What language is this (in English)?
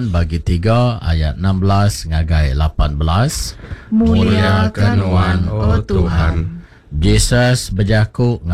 Iban